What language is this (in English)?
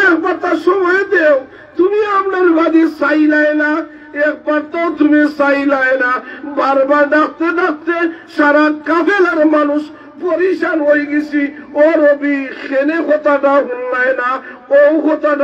Sylheti